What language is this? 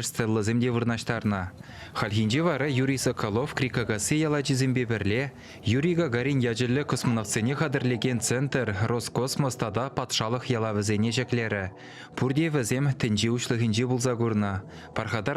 Chuvash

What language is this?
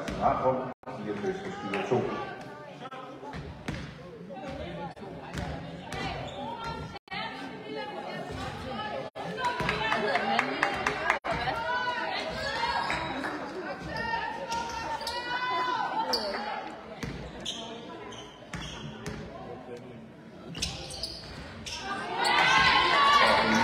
Danish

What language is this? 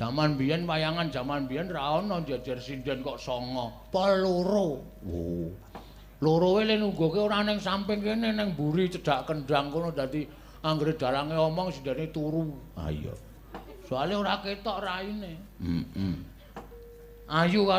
Javanese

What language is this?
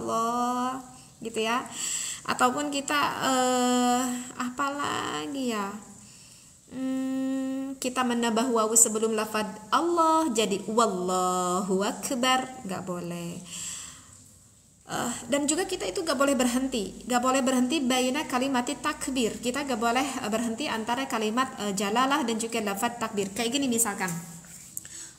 Indonesian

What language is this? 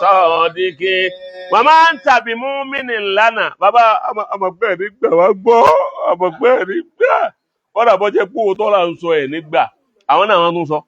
Yoruba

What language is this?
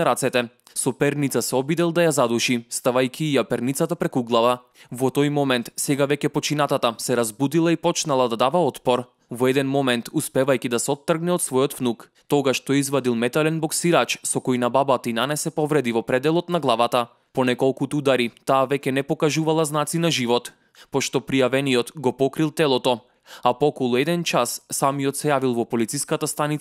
Macedonian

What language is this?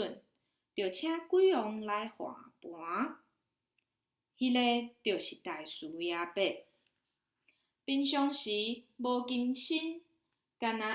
Min Nan Chinese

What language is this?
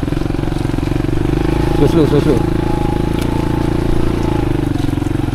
Malay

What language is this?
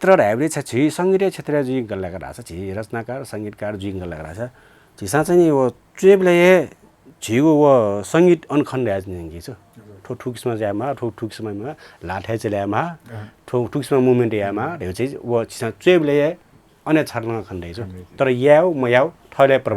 Newari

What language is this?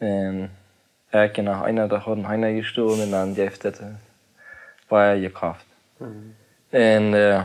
Plautdietsch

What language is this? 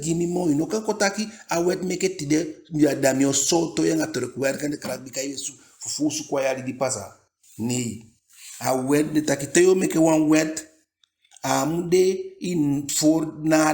Eastern Maroon Creole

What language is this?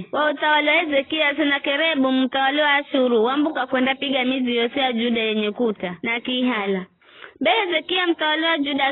Giryama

